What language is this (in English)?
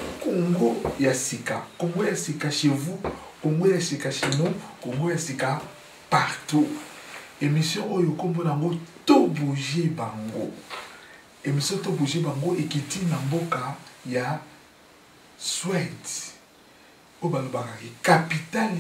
Lingala